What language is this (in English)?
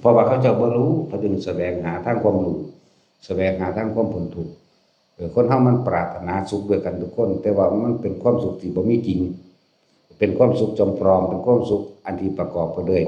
Lao